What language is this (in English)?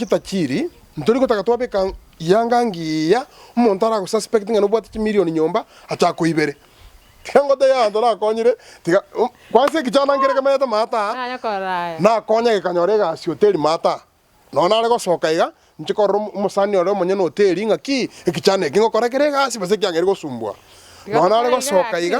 Gusii